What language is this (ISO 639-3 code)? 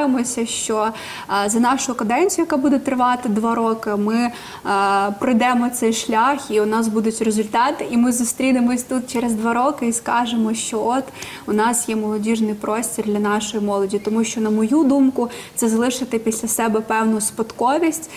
ukr